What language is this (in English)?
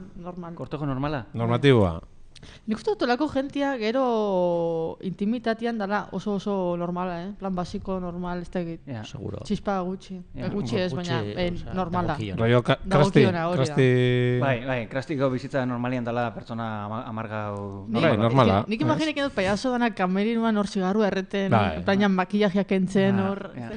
Basque